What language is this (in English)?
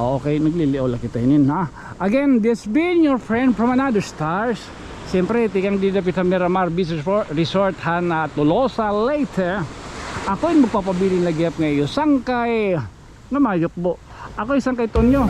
Waray